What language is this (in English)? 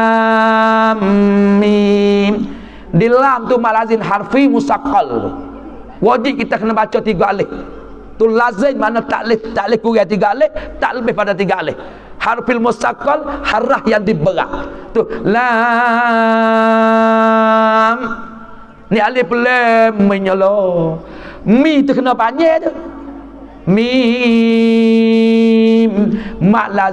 Pattani Malay